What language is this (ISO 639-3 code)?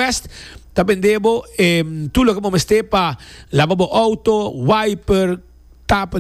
pap